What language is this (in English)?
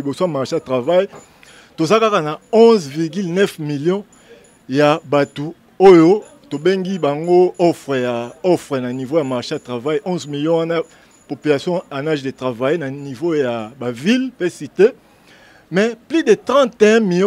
Lingala